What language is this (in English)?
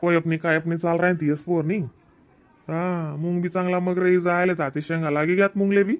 Khandesi